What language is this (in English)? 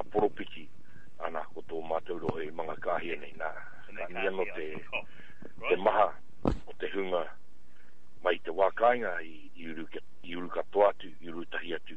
Māori